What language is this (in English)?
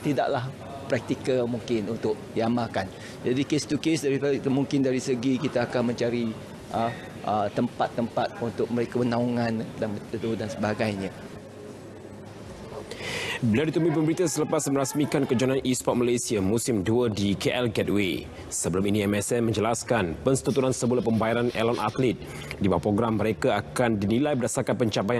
Malay